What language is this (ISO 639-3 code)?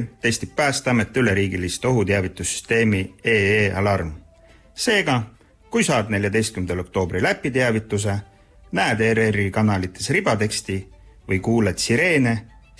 est